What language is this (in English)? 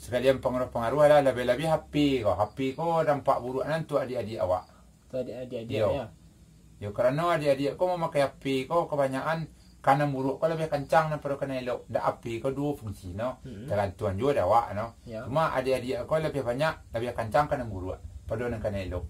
Minangkabau